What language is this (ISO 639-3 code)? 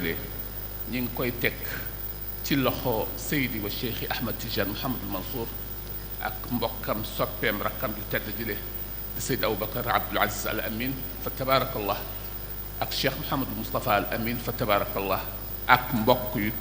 wol